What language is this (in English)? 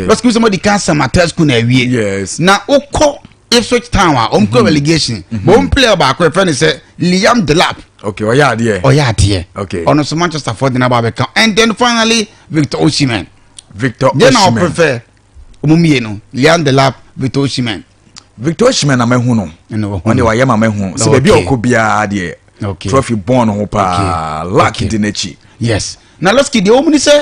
Akan